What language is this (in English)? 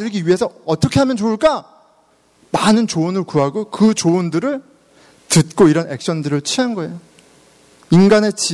Korean